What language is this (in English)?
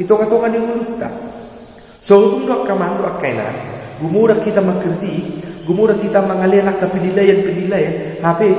Batak Toba